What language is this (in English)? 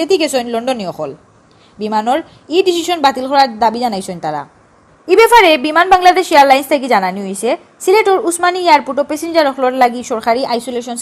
Sylheti